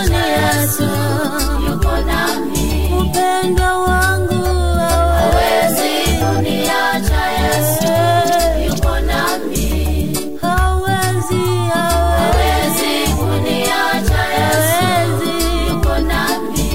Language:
Swahili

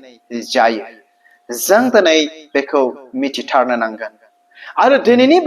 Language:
Bodo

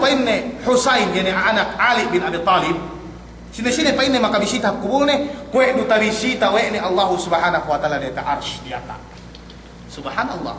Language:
Yakan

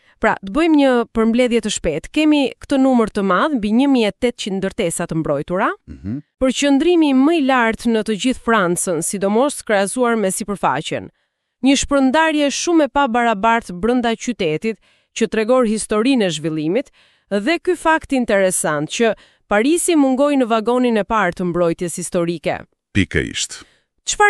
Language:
Albanian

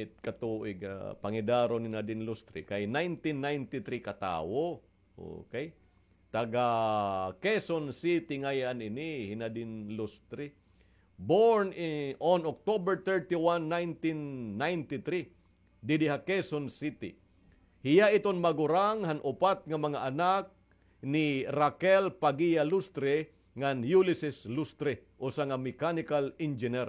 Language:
Waray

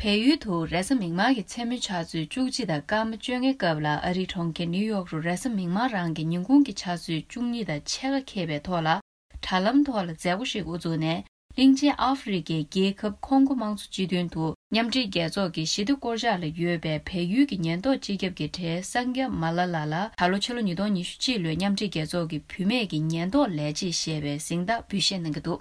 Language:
Tibetan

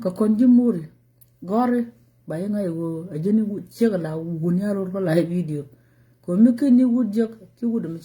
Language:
Nuer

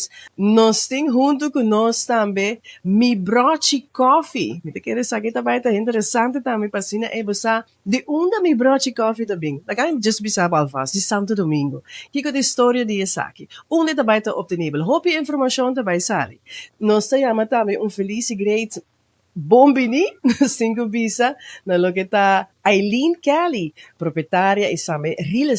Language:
Papiamento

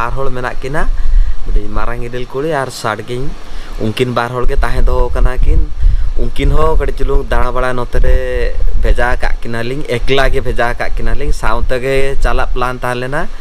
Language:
Santali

